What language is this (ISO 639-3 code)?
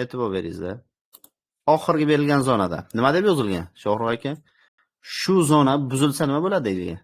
uzb